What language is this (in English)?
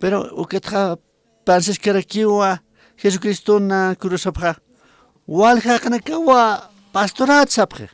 Aymara